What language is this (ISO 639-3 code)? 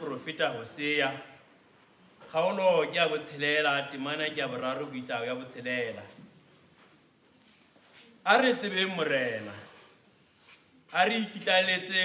sot